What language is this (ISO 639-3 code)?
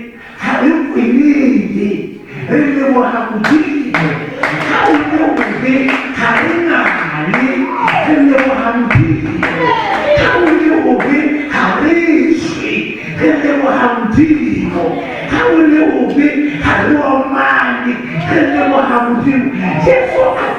sot